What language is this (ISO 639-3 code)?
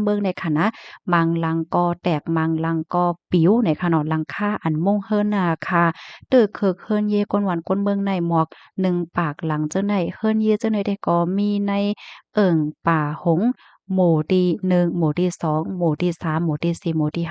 shn